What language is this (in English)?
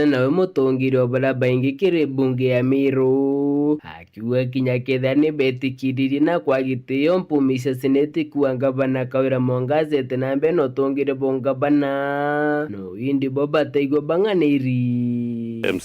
Meru